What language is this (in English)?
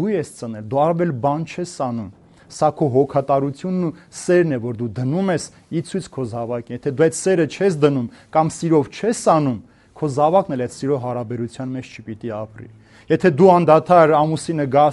Armenian